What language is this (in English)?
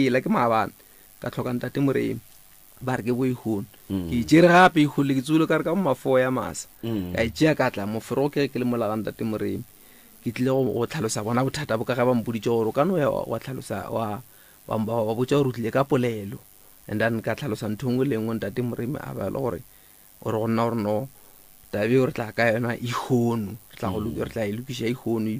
Northern Sotho